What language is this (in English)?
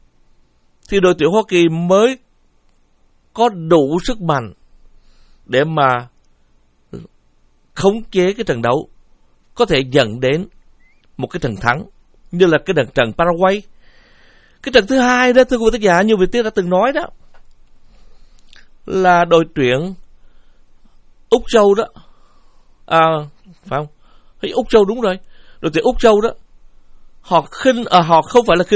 Vietnamese